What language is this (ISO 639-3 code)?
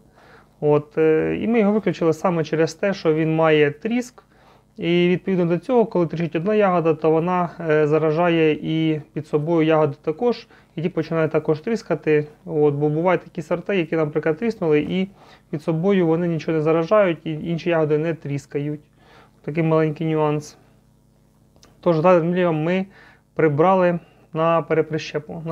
ukr